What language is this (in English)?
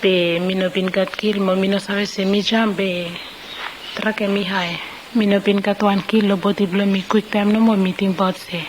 Bislama